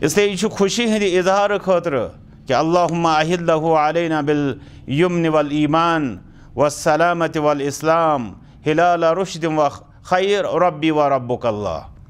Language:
Kashmiri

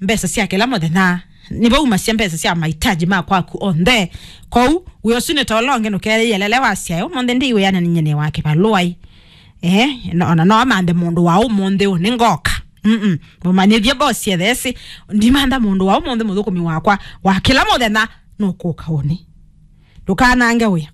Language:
Kamba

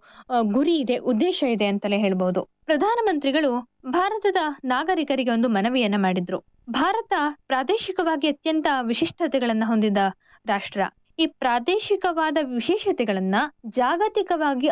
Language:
Kannada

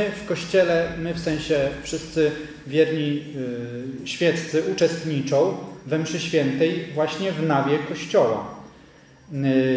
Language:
Polish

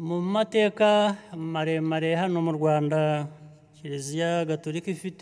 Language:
Kinyarwanda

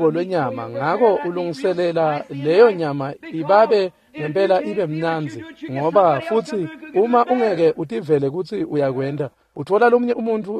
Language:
Swati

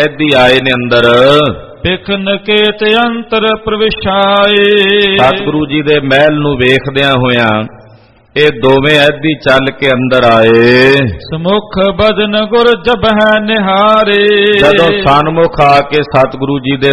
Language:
Punjabi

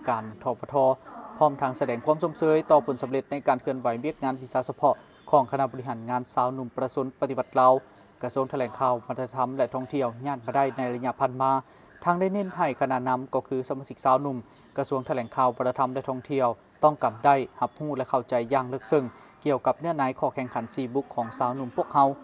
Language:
Lao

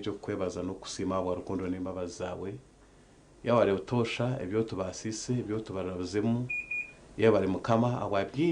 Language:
Nyankole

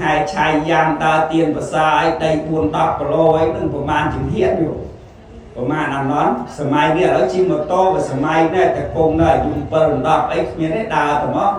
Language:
Khmer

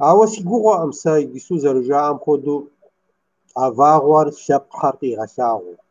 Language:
Kabardian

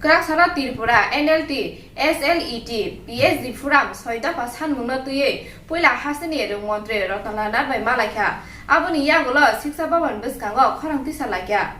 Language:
Kok Borok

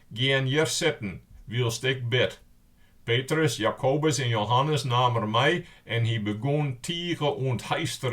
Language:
Western Frisian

